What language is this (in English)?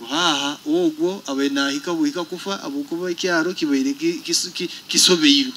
Nyoro